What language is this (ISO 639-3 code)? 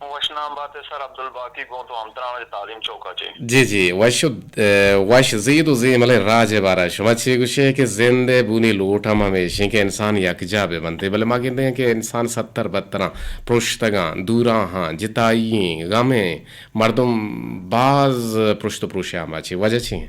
bgp